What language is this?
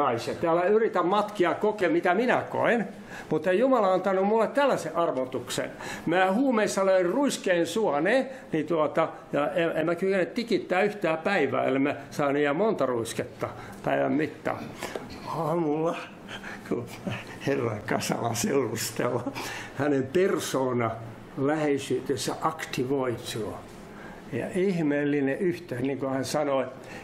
Finnish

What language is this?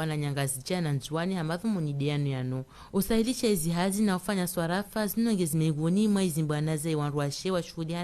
Ngazidja Comorian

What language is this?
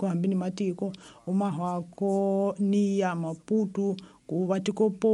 Tsonga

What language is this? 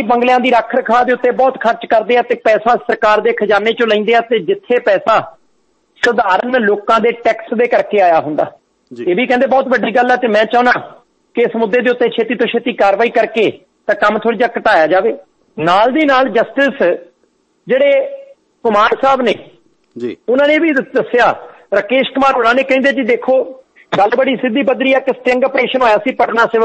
Punjabi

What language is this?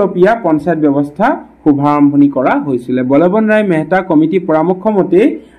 Assamese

